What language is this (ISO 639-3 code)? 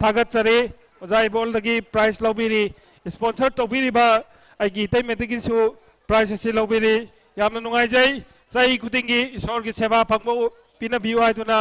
mni